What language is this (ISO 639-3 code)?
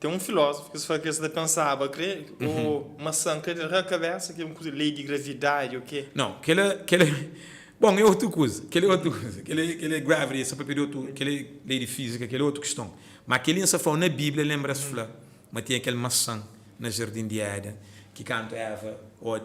kea